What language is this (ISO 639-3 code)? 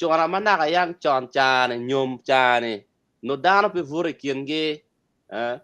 ach